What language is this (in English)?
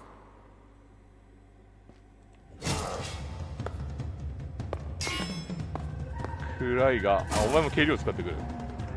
Japanese